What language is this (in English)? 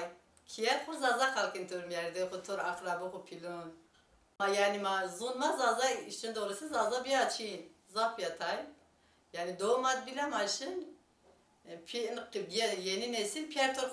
Zaza